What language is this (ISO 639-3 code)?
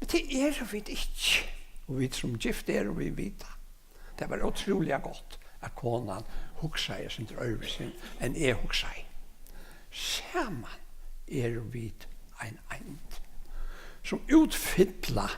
fao